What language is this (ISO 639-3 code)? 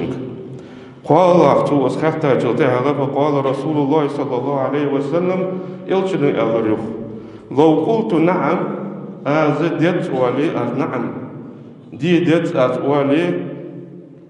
inh